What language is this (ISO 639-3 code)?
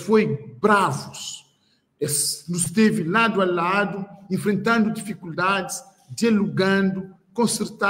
kea